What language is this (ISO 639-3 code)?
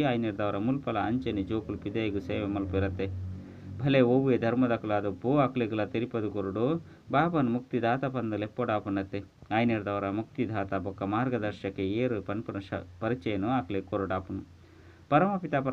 tcy